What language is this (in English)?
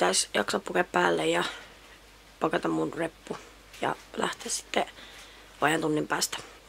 Finnish